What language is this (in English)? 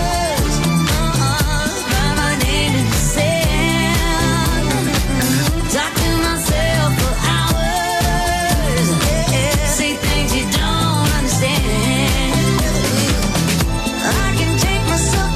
English